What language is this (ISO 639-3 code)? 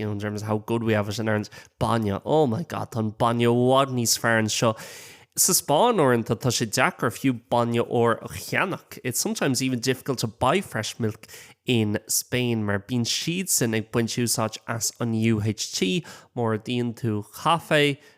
gle